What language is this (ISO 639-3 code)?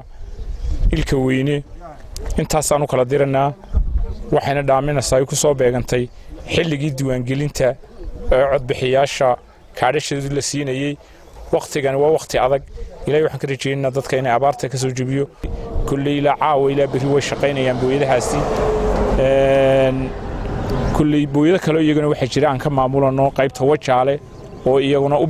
som